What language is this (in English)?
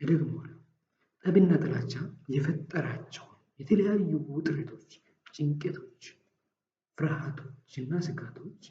Amharic